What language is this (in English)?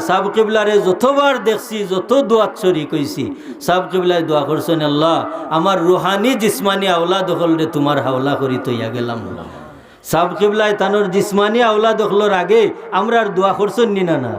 Sylheti